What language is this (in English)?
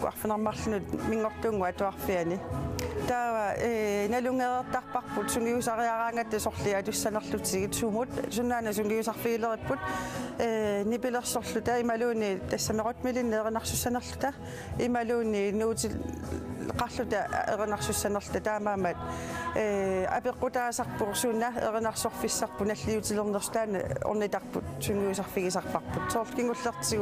Kalaallisut